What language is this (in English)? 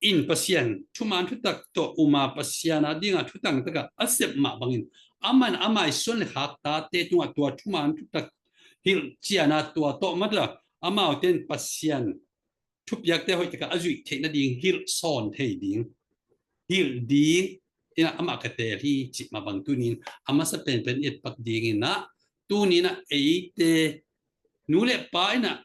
Tedim Chin